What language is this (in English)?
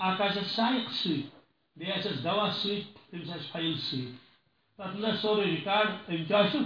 Kashmiri